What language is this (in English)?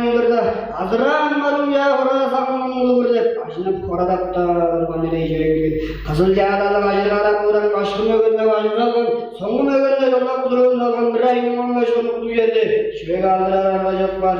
Tuvinian